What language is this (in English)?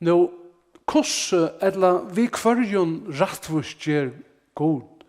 Faroese